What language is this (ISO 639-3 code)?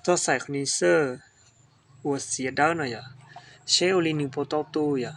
hmn